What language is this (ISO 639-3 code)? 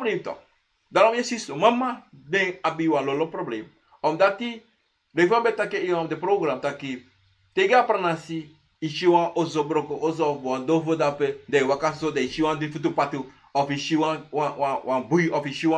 srn